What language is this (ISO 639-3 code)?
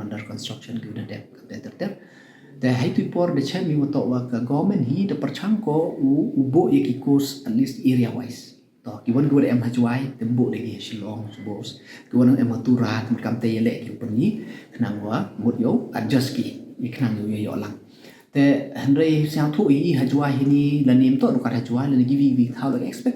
pbv